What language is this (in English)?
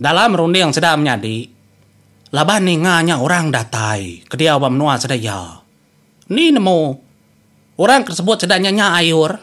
Iban